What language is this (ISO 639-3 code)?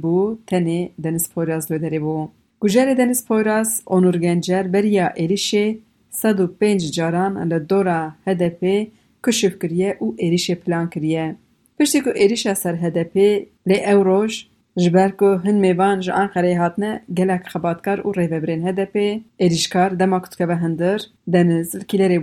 kur